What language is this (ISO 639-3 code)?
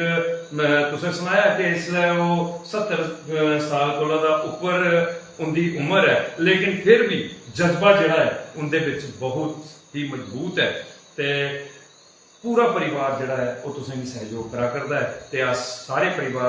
doi